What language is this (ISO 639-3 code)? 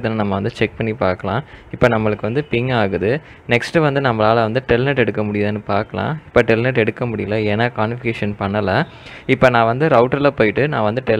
tam